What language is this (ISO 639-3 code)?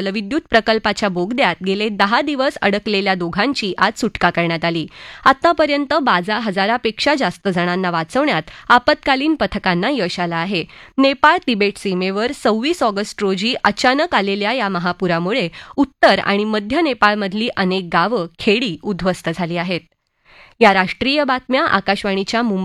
mar